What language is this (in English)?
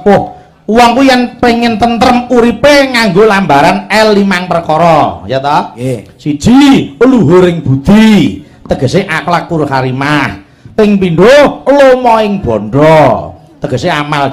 Javanese